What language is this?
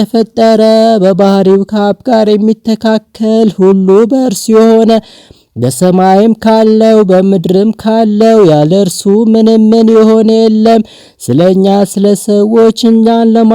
Amharic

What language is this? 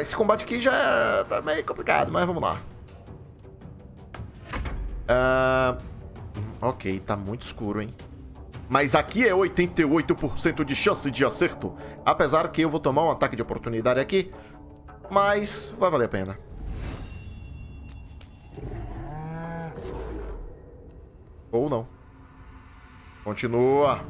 Portuguese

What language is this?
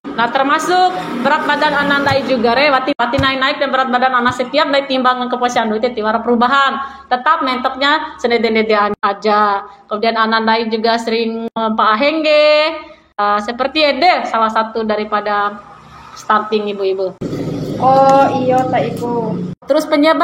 Bima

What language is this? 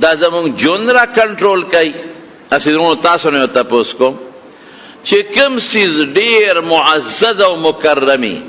Pashto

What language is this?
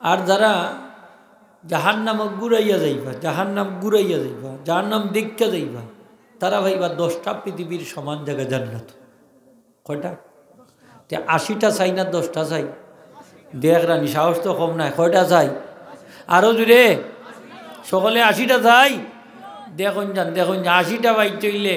Sylheti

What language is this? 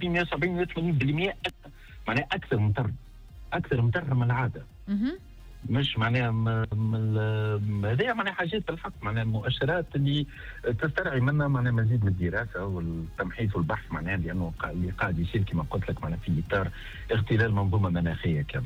Tunisian Arabic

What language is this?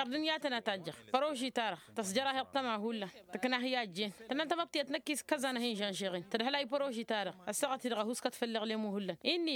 Tamasheq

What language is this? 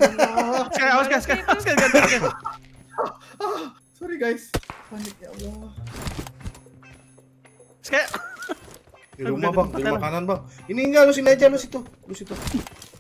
Indonesian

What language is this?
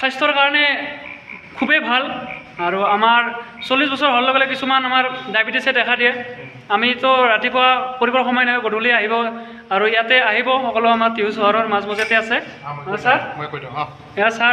Assamese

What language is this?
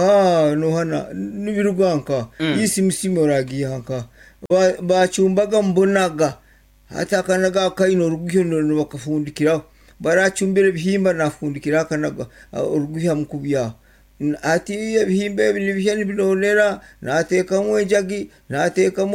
Nyankole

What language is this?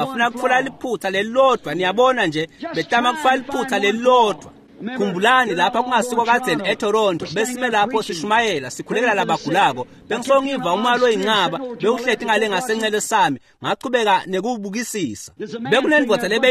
Swati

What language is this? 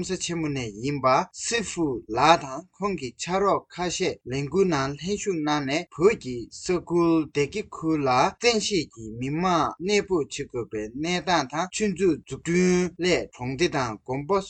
Tibetan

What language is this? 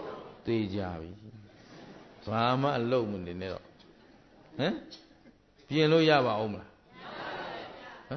Burmese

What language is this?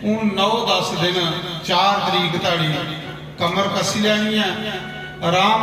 Dogri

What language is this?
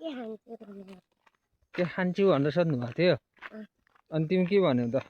Nepali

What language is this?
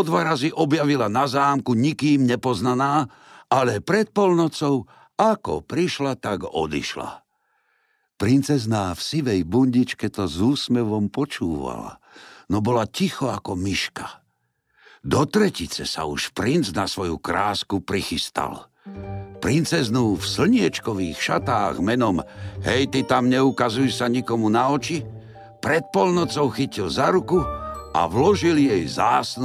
Slovak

